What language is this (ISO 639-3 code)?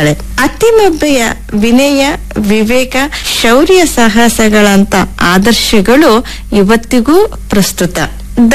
kan